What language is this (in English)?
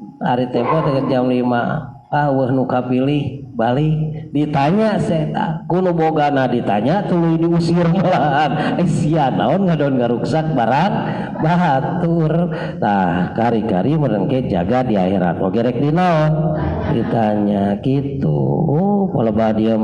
Sundanese